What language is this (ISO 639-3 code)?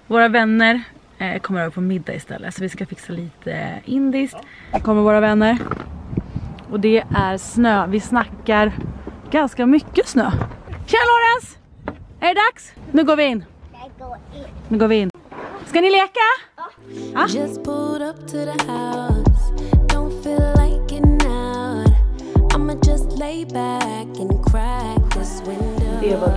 swe